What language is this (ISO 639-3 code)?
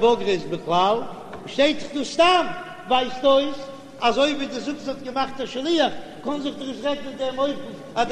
yid